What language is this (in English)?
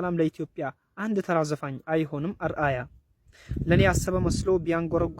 Amharic